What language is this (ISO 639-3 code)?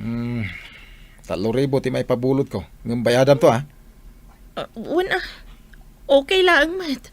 ilo